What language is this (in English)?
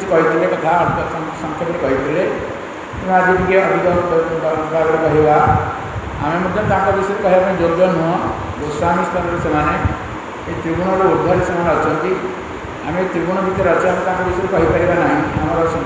Odia